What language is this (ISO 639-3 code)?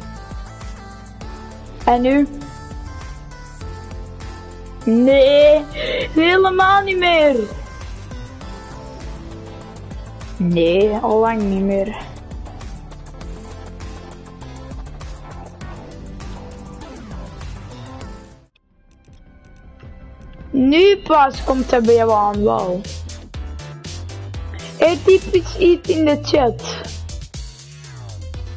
nld